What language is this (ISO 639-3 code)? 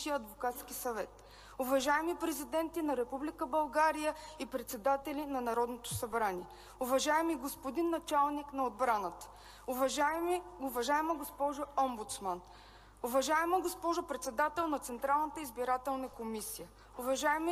bul